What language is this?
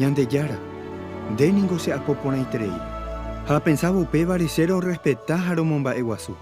Guarani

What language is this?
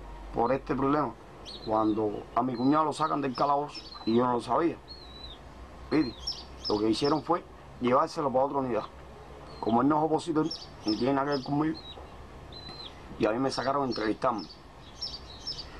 Spanish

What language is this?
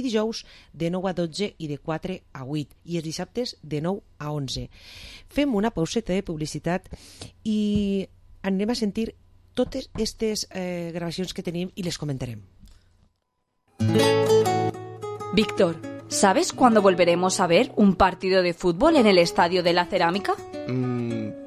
Catalan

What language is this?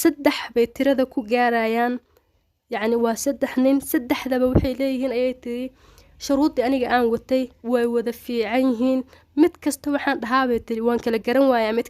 Somali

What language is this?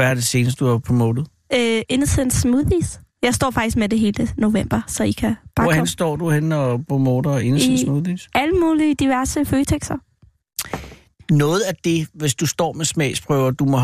Danish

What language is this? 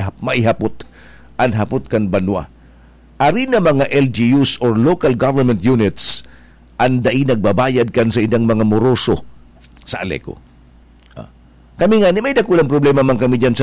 Bikol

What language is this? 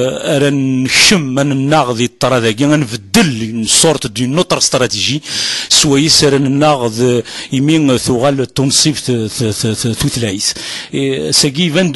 Kabyle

